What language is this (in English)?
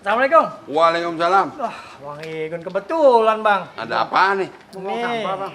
Betawi